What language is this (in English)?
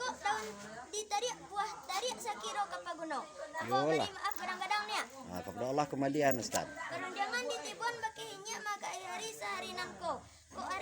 Minangkabau